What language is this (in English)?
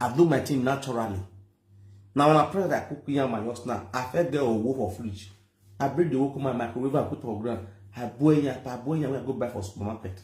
Nigerian Pidgin